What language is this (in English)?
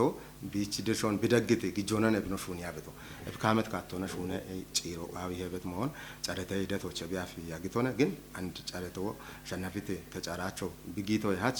Kafa